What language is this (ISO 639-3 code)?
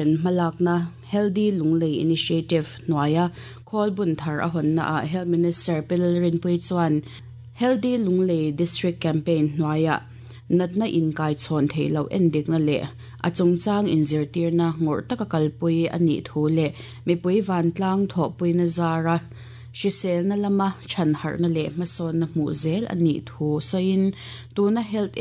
lus